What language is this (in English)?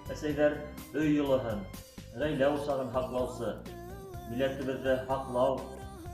Bashkir